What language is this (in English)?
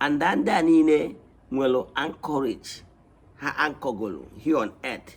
Igbo